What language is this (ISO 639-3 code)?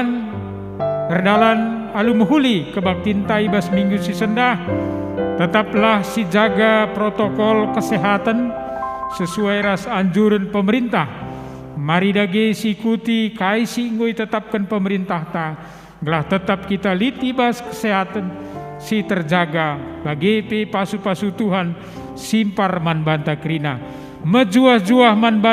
btx